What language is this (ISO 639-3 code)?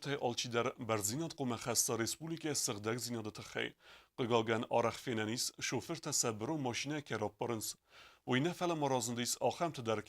oss